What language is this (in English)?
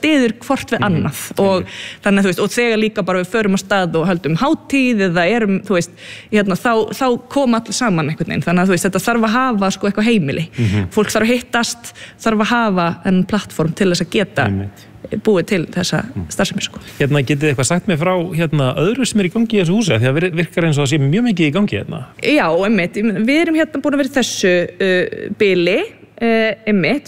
Icelandic